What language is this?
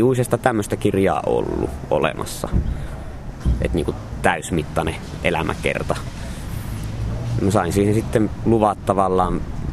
Finnish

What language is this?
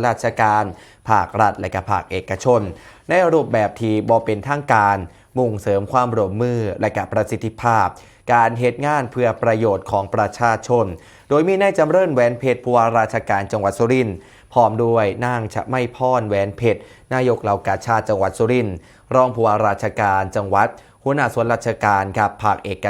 Northeastern Thai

